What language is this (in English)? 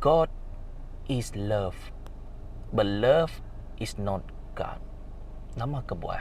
Iban